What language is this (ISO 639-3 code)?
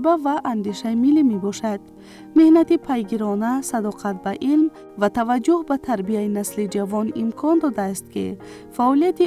tgk